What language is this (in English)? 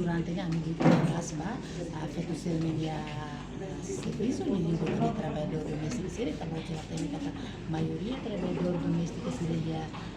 Tetum